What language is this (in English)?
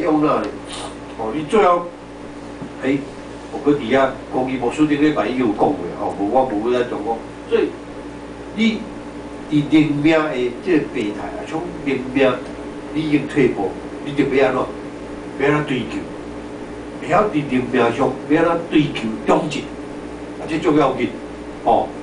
Min Nan Chinese